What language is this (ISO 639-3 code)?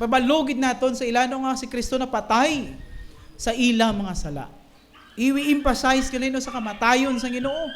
hil